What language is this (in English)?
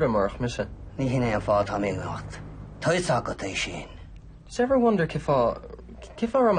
Irish